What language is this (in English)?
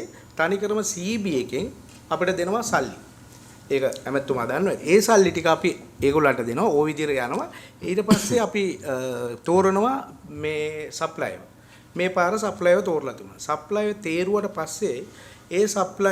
Sinhala